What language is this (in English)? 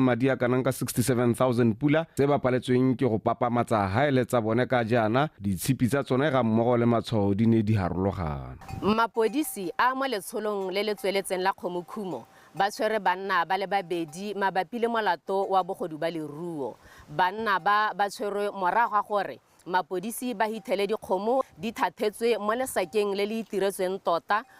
Tswana